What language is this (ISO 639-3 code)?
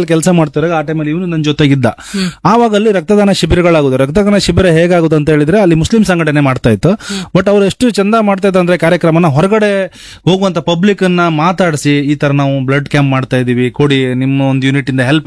kan